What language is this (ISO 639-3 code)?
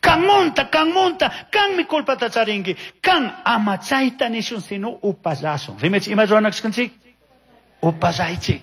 qug